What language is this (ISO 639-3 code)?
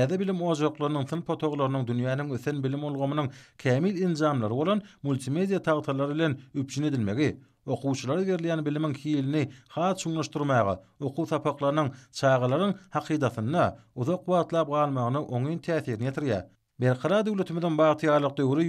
tuk